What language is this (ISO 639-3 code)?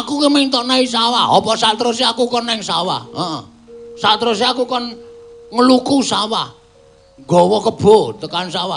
jav